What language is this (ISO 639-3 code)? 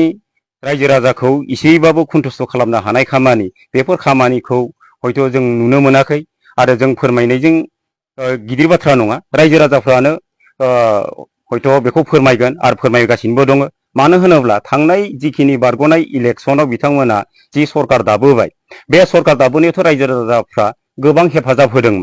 brx